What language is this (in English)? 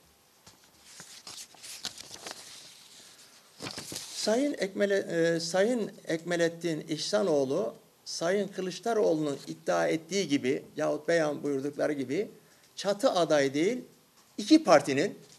Turkish